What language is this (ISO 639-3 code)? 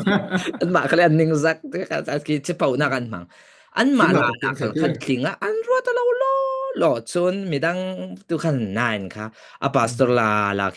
cfm